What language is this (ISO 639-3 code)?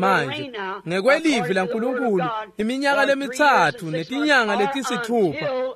ssw